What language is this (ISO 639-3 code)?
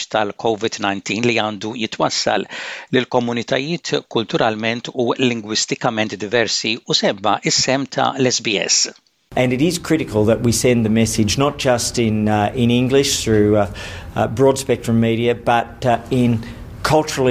mlt